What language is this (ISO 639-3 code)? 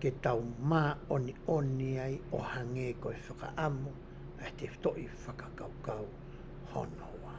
ton